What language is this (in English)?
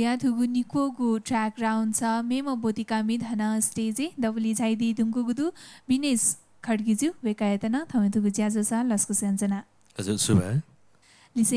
Newari